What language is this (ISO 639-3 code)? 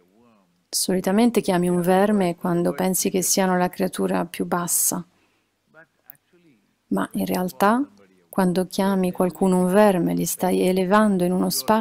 ita